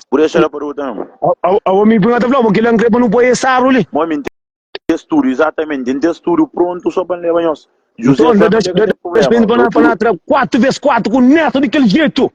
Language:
Kabuverdianu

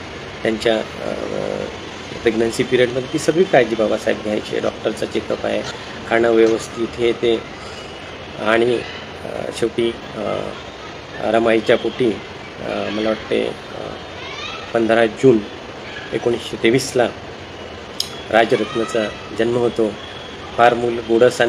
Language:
Marathi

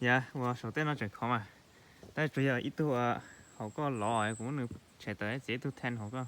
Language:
Hmong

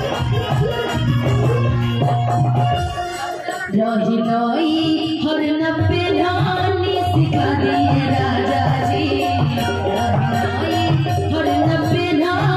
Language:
Bhojpuri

